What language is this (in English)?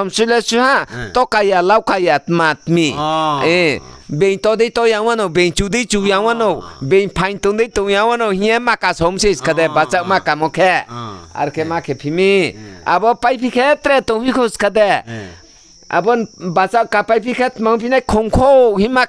Riang (India)